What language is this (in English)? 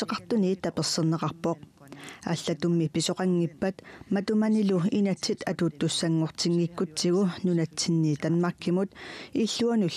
Kalaallisut